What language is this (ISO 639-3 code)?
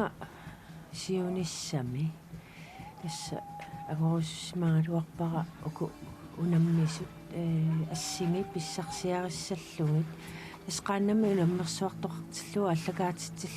kal